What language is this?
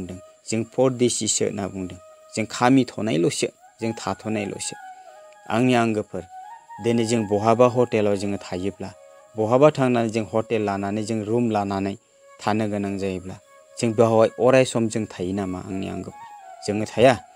Bodo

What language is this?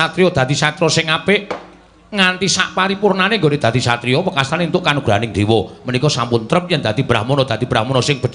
Javanese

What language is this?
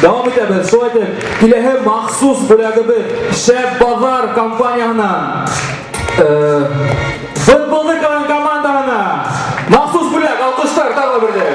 Bashkir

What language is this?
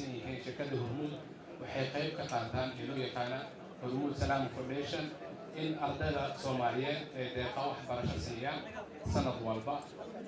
Somali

